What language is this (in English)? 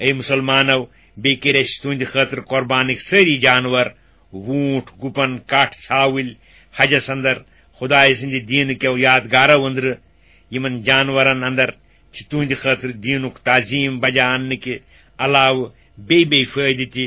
Kashmiri